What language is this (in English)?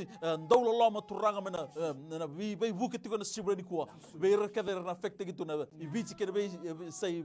Fijian